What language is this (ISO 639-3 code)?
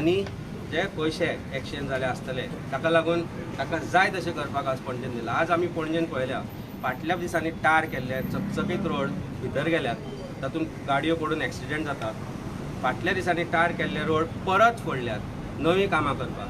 kok